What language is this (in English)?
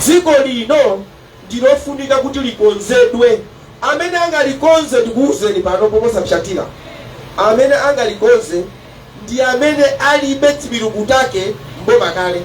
Nyanja